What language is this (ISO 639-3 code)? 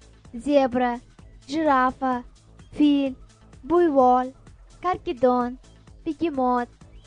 uzb